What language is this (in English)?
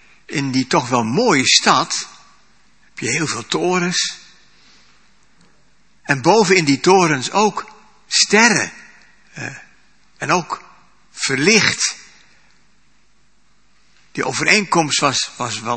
Dutch